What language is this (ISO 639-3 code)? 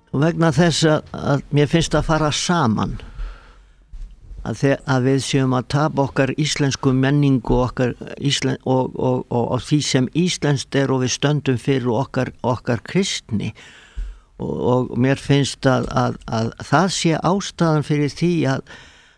isl